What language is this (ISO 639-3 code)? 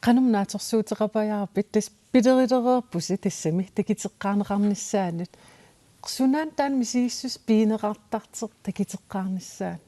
kal